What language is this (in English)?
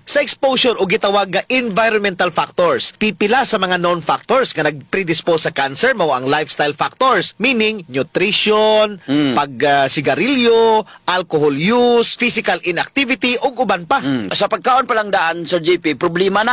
Cebuano